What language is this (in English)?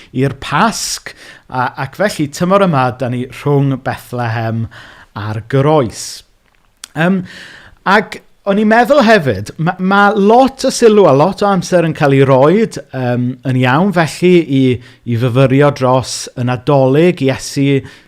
Welsh